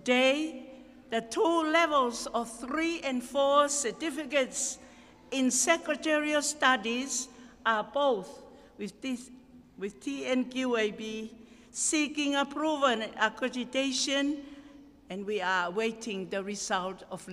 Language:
Tongan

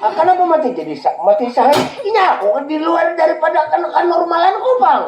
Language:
Banjar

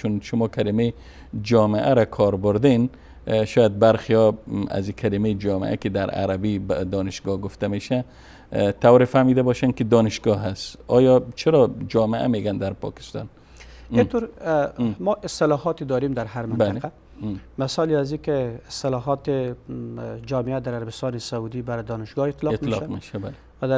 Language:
Persian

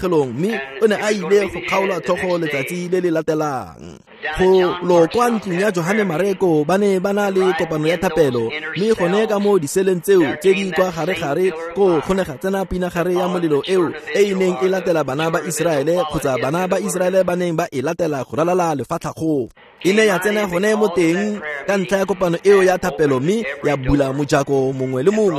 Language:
Tswana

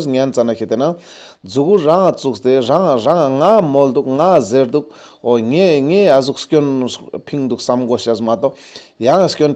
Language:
Ladakhi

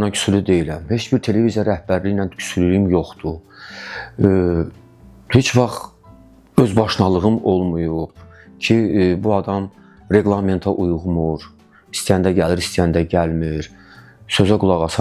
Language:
Azerbaijani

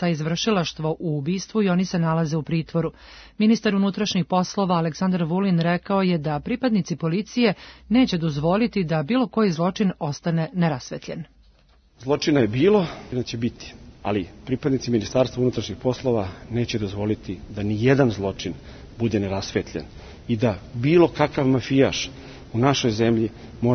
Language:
Serbian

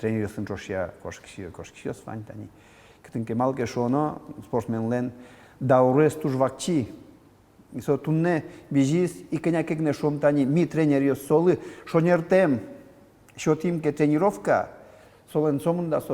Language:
Udmurt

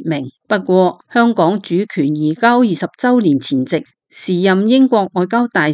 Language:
Cantonese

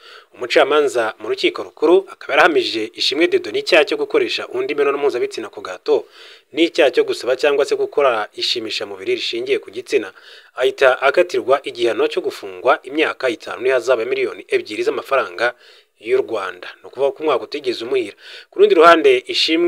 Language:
Kinyarwanda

